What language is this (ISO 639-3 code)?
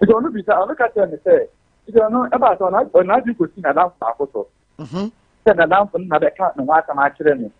aka